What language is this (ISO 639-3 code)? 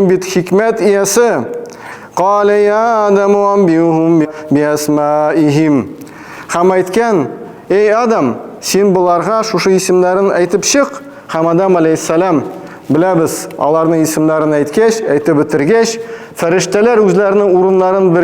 tat